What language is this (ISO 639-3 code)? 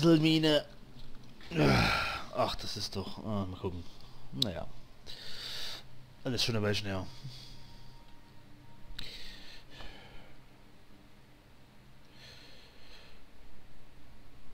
deu